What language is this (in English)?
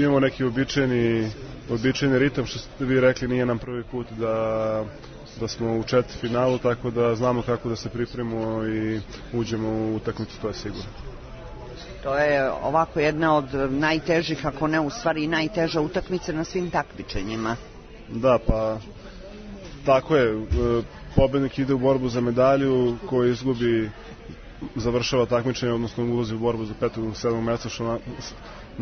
Serbian